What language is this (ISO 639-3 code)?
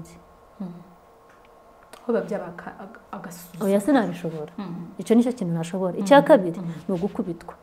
kin